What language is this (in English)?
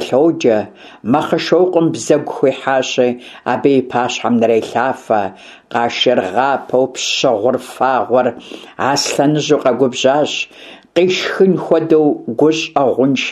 Kabardian